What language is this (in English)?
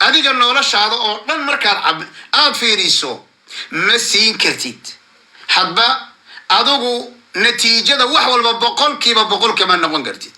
Somali